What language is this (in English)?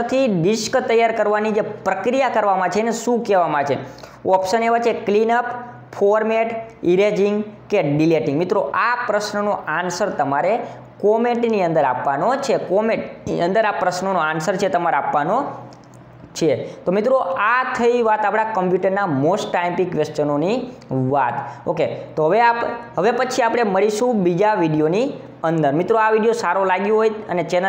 Gujarati